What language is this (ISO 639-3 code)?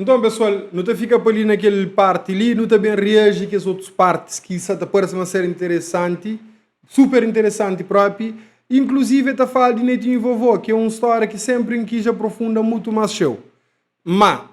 kea